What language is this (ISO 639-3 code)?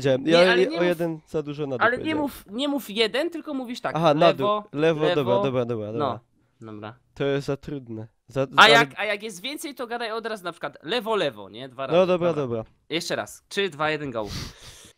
pol